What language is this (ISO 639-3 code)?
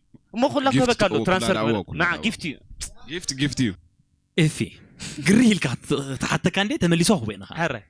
tir